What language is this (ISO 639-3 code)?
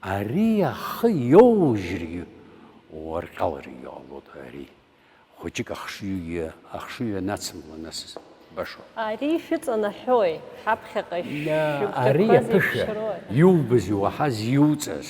abk